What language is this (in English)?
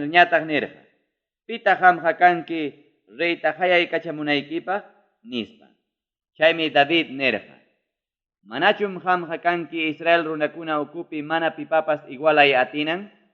Ayacucho Quechua